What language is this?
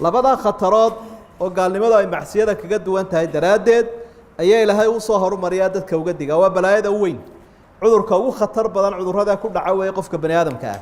Somali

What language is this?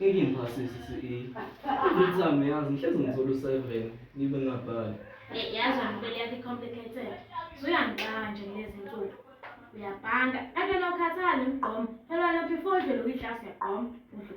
Zulu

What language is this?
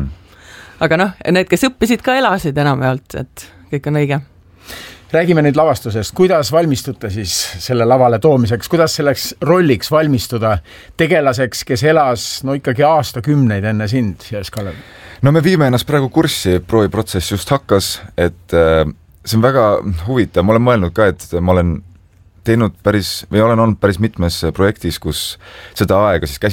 Estonian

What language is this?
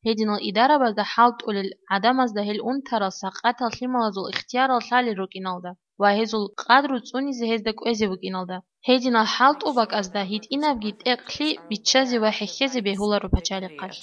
Avaric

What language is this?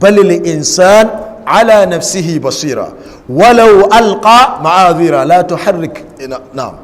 Hausa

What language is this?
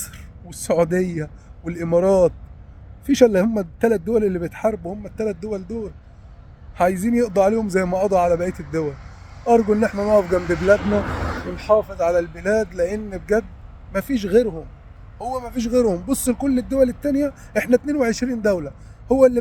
Egyptian Arabic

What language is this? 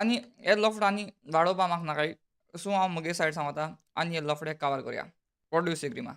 Konkani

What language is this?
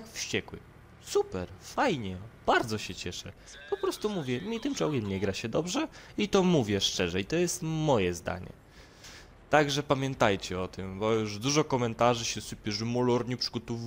Polish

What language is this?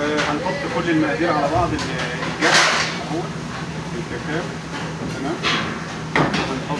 Egyptian Arabic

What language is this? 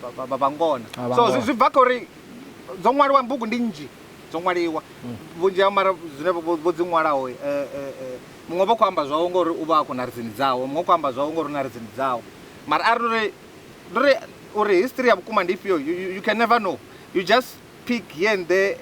Venda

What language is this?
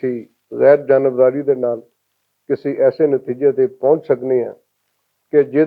Western Panjabi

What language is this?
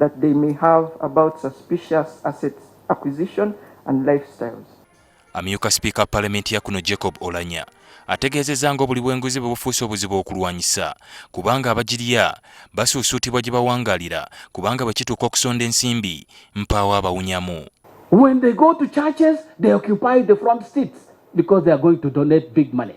Ganda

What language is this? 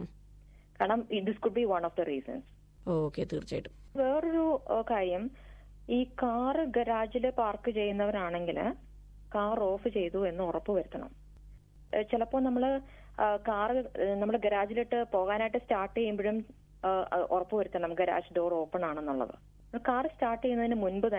Malayalam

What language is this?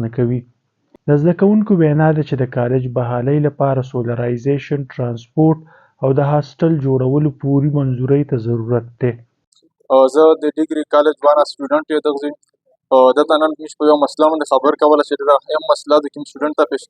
Pashto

